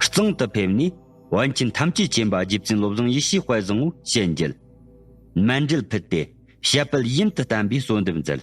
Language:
Tibetan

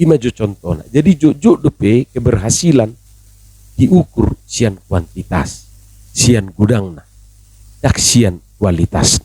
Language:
Batak Toba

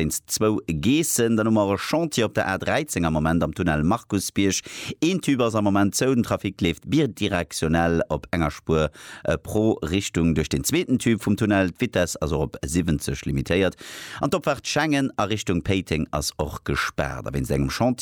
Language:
Luxembourgish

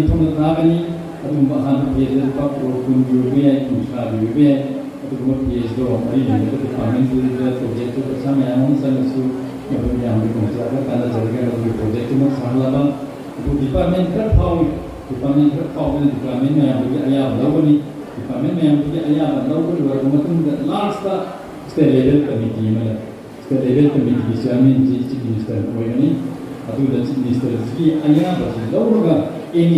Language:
Manipuri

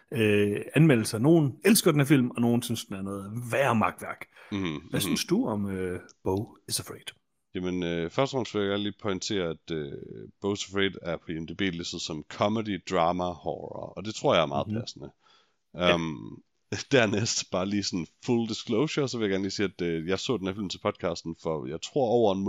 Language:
Danish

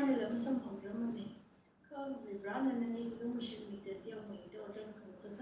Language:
Tangkhul Naga (India)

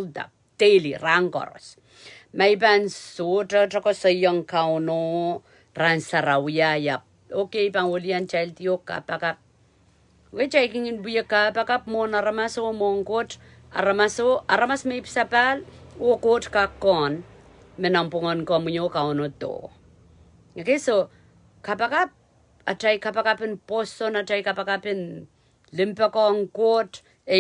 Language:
Pohnpeian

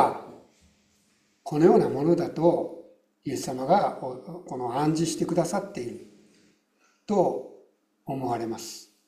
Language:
Japanese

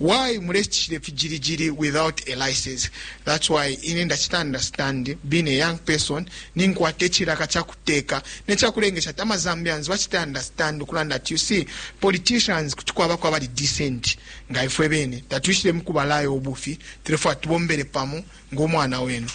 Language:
Bemba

